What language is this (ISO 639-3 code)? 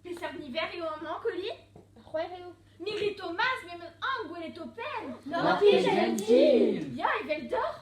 bre